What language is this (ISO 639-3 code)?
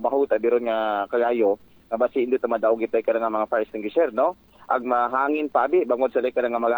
akl